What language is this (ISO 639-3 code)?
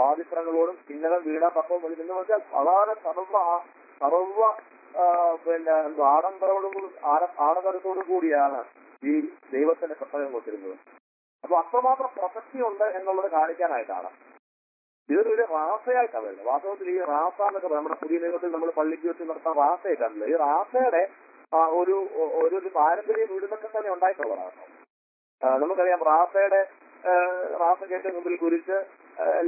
mal